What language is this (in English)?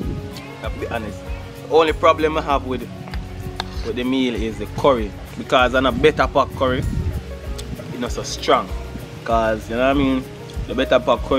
Jamaican Creole English